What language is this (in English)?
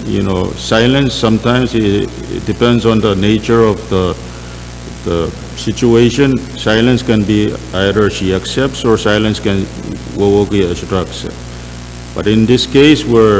Pohnpeian